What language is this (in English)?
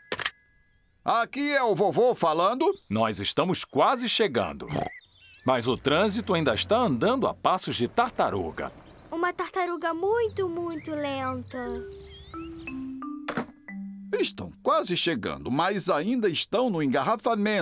Portuguese